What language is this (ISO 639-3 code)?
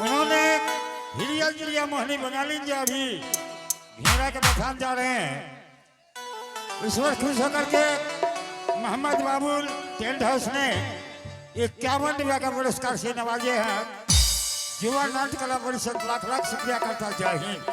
anp